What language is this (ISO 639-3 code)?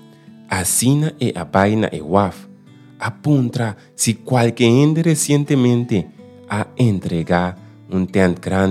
pap